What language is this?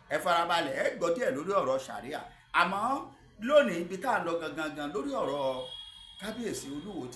Yoruba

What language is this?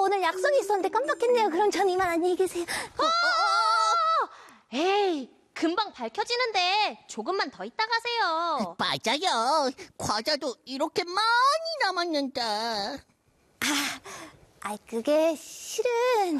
Korean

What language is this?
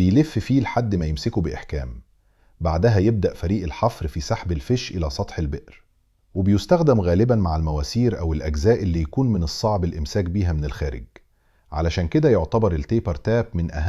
Egyptian Arabic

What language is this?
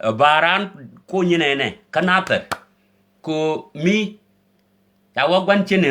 Nuer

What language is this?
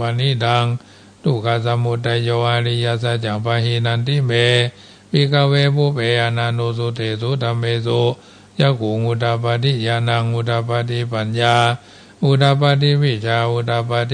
Pali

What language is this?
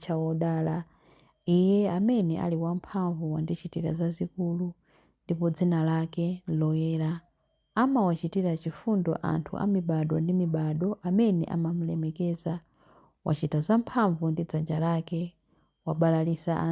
Nyanja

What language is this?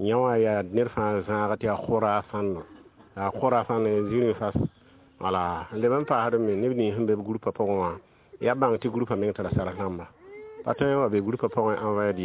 Mossi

